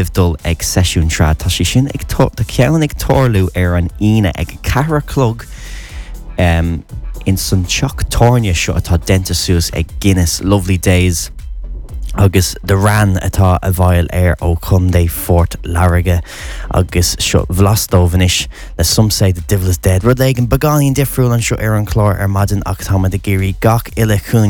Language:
Irish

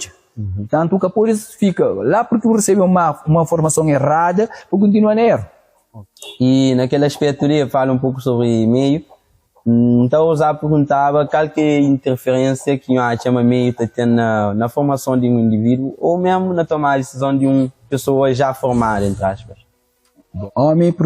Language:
Kabuverdianu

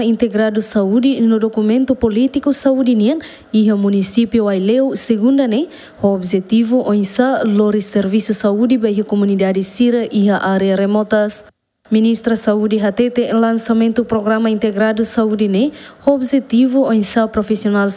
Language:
Tetum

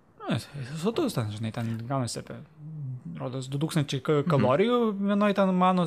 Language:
Lithuanian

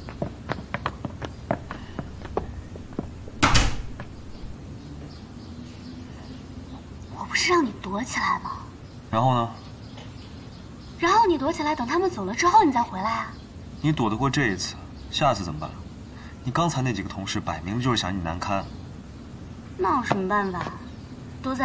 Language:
Chinese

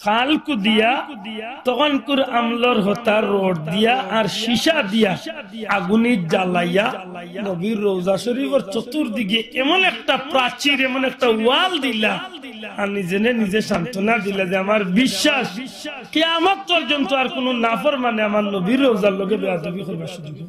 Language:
Sylheti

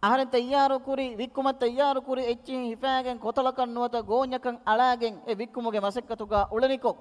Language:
Divehi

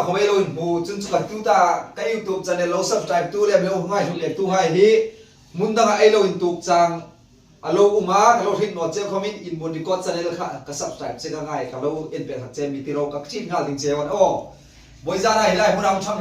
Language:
Hmar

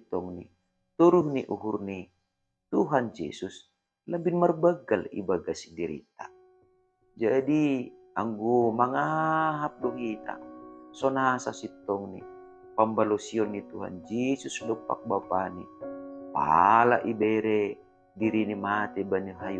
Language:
Batak Simalungun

